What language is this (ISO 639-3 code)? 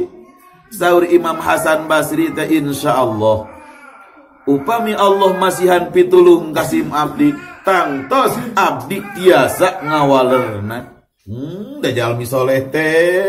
sun